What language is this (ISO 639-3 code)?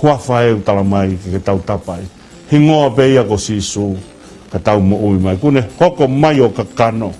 ton